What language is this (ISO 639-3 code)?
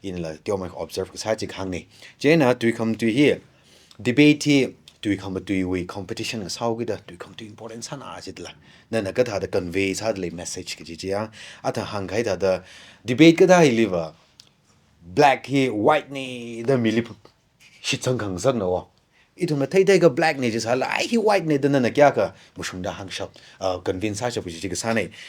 nmf